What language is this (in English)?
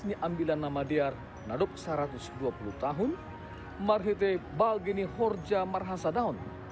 Batak Simalungun